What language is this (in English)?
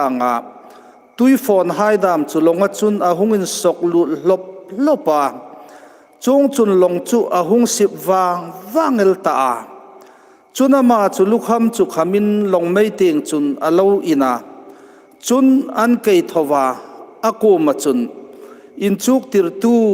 Hmar